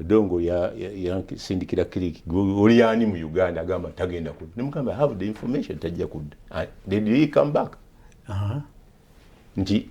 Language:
Ganda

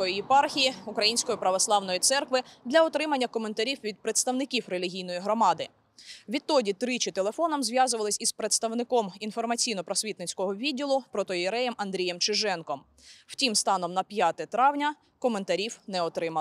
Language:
Ukrainian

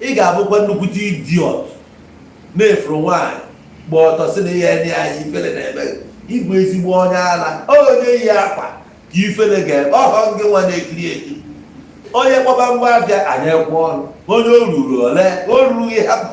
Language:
Igbo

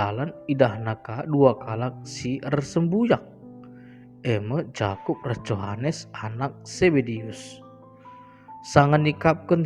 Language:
Batak Karo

